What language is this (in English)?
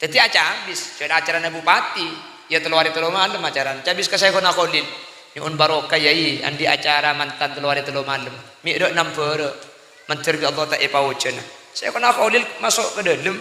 Madurese